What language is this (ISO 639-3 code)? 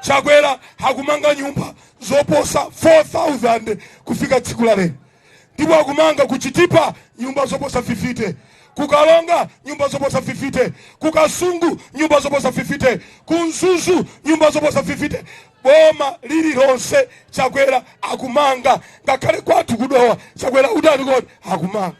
nya